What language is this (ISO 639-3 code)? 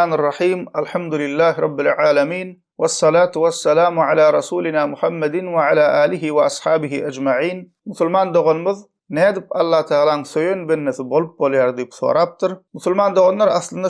tuk